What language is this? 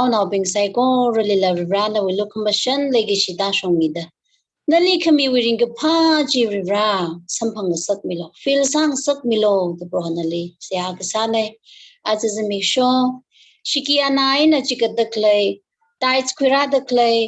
Tangkhul Naga (India)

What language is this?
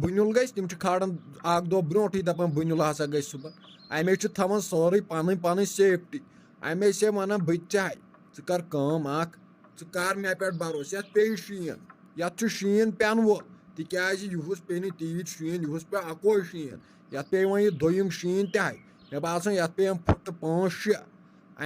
Kashmiri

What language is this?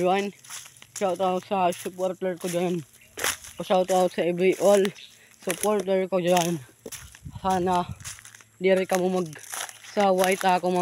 Waray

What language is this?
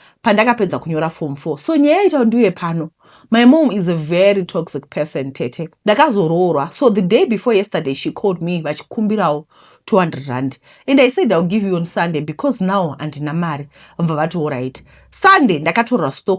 Shona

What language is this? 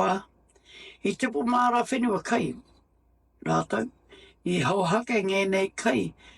Māori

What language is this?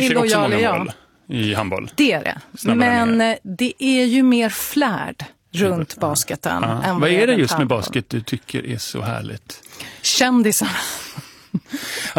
Swedish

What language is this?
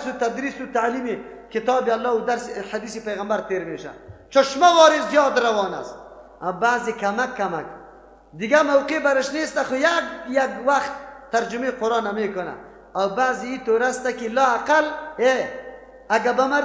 Persian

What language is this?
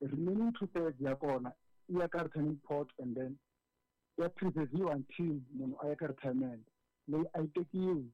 Tsonga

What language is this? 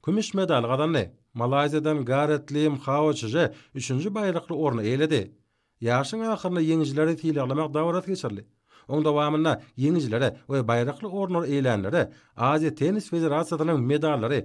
Turkmen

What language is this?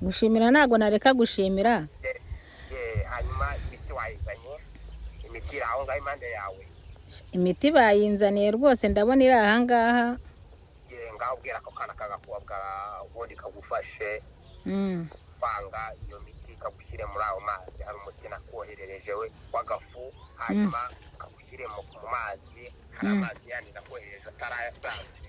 Kinyarwanda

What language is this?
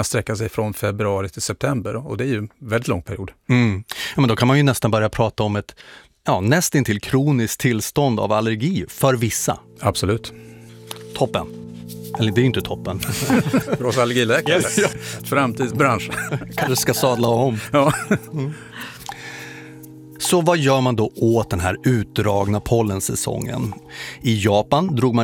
Swedish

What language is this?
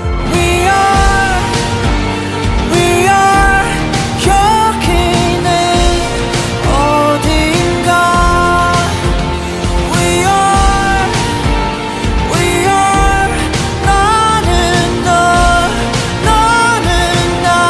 Korean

